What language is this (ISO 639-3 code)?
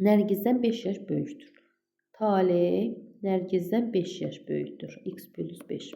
aze